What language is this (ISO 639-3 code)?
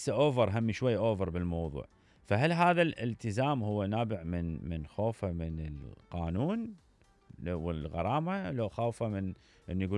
acm